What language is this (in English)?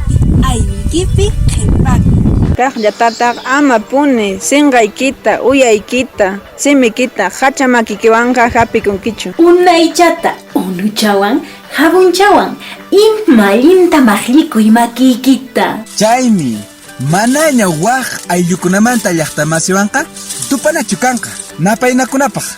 Quechua